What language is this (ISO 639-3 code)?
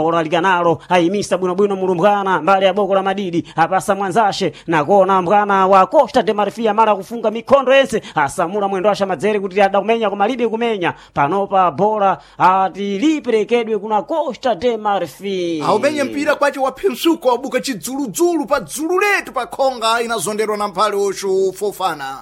seh